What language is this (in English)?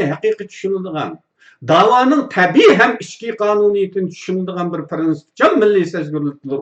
Uyghur